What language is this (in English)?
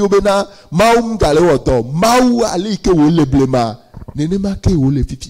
Ewe